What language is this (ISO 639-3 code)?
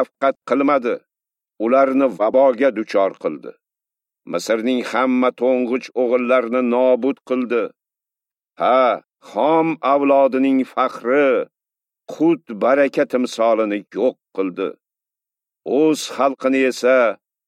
uzb